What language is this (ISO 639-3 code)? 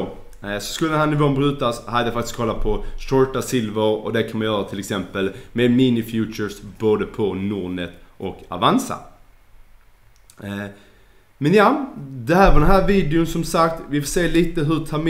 swe